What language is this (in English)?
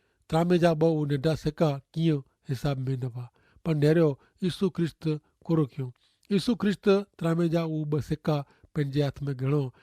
Kachhi